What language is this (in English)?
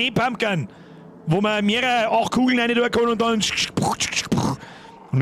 Bavarian